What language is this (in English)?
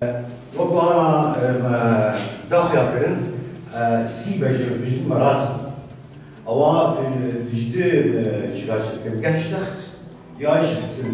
Kurdish